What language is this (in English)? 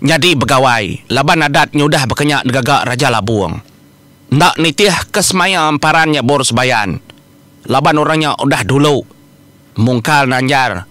Iban